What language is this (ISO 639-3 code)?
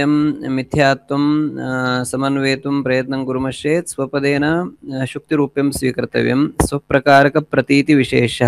san